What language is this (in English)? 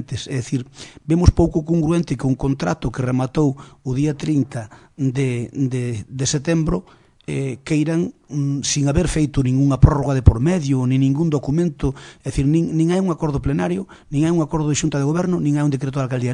Galician